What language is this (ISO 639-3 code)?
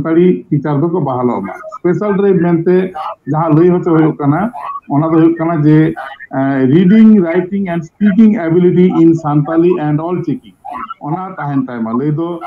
sat